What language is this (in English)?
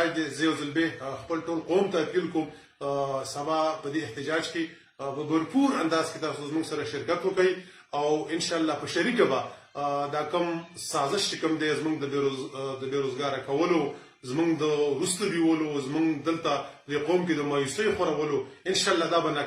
Pashto